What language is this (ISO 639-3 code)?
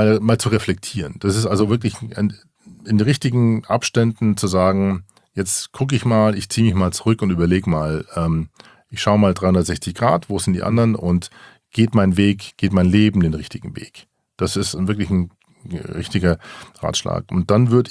deu